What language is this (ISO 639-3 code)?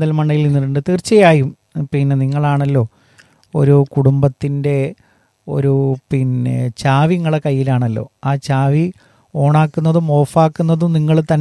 mal